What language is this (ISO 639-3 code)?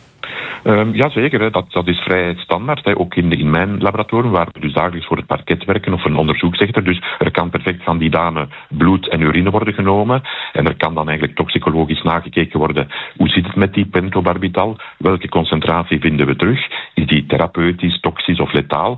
nld